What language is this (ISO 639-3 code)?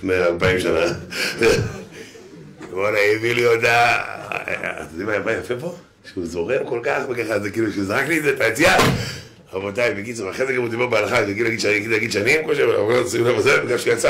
heb